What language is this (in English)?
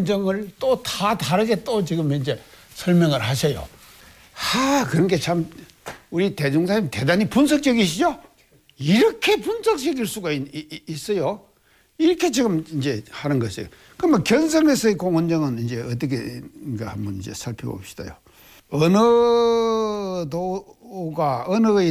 Korean